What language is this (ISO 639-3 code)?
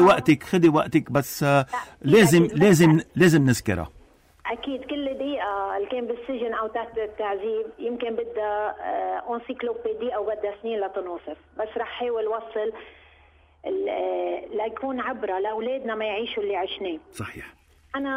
apc